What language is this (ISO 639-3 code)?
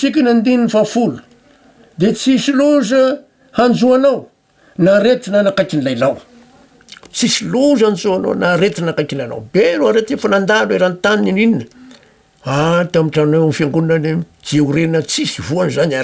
mlg